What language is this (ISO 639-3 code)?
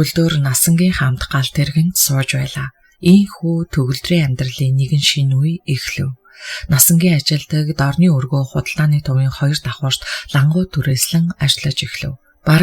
mon